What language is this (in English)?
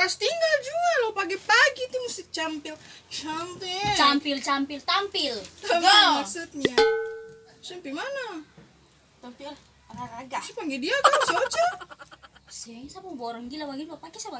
Ambonese Malay